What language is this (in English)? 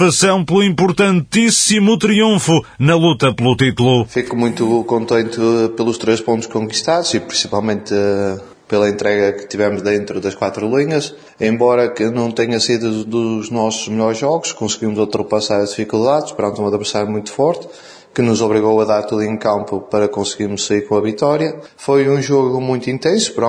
Portuguese